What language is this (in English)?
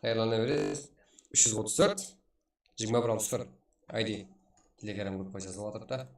Kara-Kalpak